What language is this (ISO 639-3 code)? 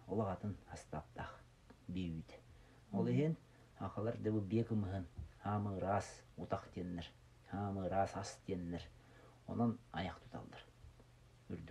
sah